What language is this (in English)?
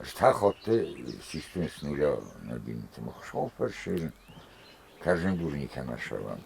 Ossetic